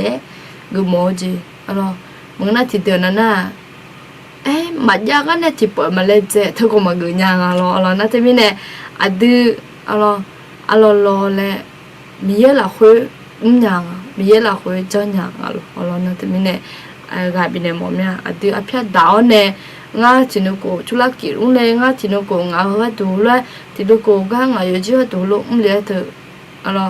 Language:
Akha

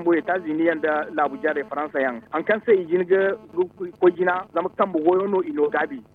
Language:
Zarma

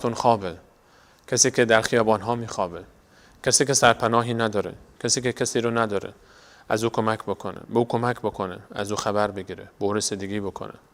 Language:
Persian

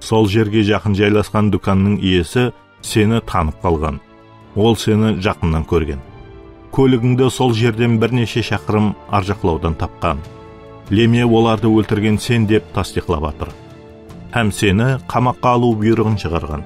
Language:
Kara-Kalpak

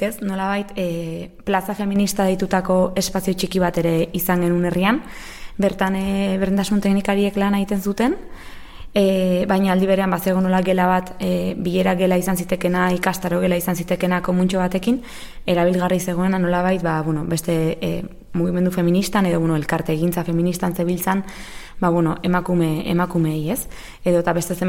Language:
Basque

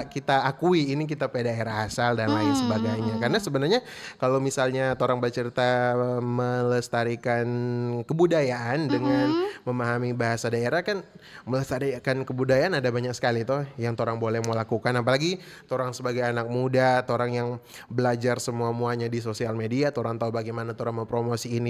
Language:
Manado Malay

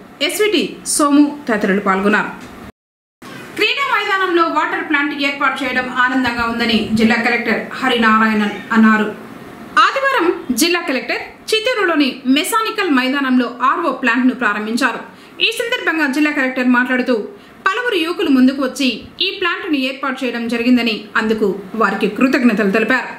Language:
Telugu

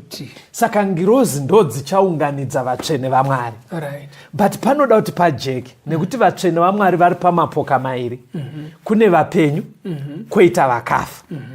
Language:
Shona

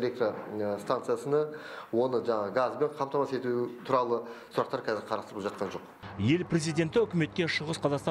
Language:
Kazakh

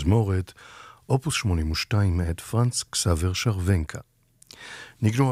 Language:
Hebrew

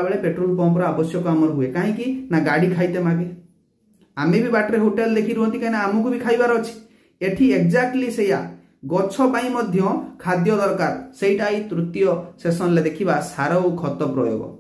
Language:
Odia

